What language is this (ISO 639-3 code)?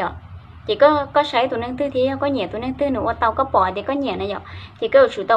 hmn